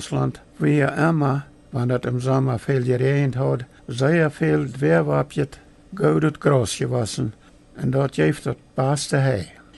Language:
Plautdietsch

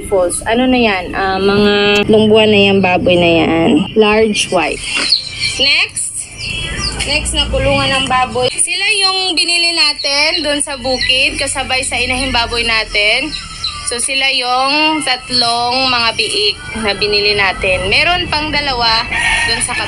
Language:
Filipino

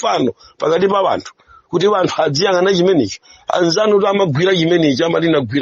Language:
Nyanja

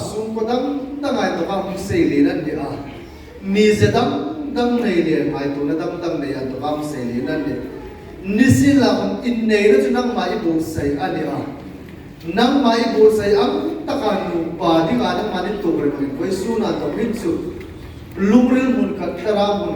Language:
Hmar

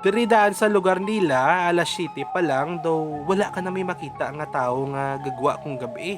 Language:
Hiligaynon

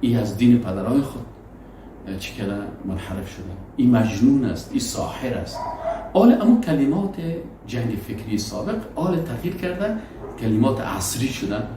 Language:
Persian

